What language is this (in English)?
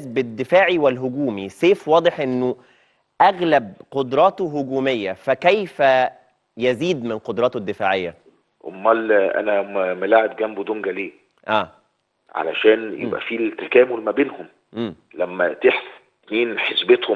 Egyptian Arabic